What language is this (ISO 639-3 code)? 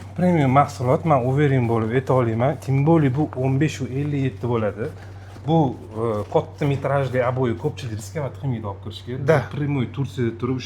uzb